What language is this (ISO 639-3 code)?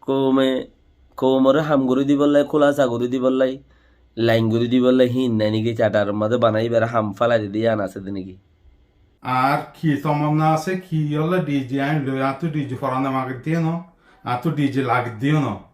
rhg